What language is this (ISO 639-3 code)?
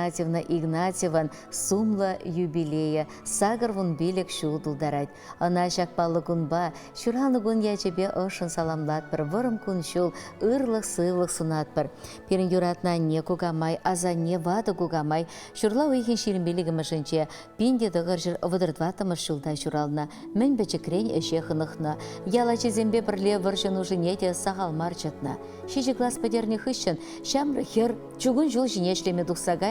chv